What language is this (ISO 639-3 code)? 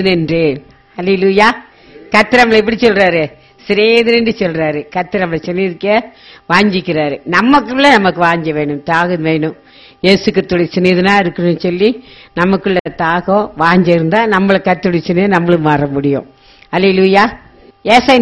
tam